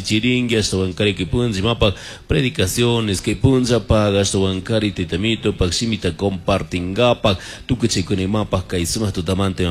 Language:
Chimborazo Highland Quichua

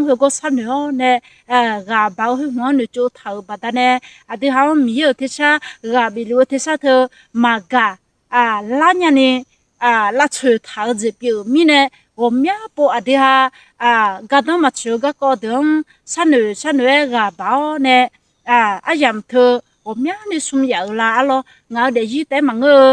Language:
Akha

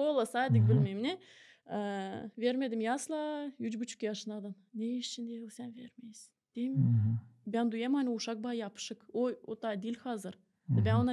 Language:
Gagauz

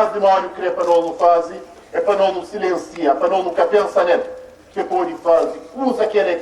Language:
Kabuverdianu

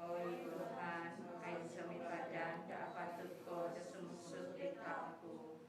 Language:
Central Dusun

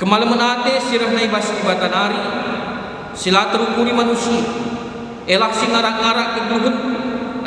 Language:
Batak Karo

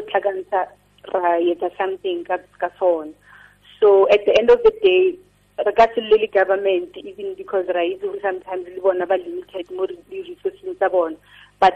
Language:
Tswana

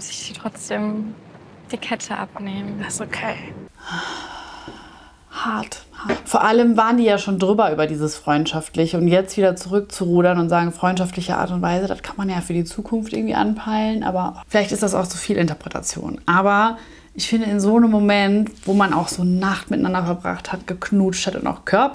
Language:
German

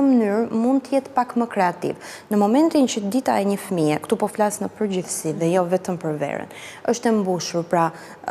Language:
Albanian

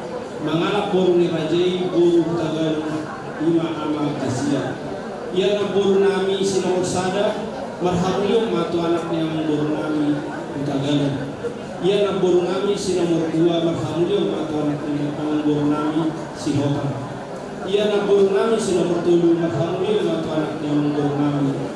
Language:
Batak Toba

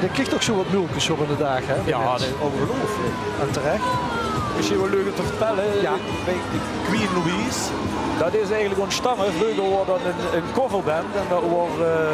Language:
Limburgish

